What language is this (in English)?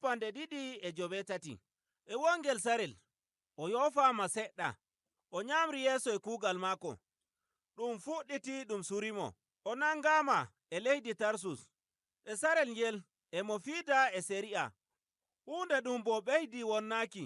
Nigerian Fulfulde